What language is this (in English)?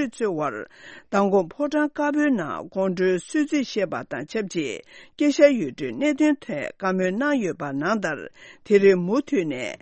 Tibetan